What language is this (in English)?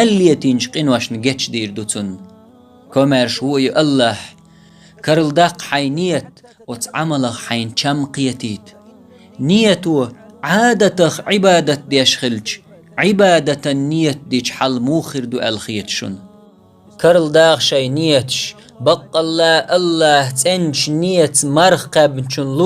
Chechen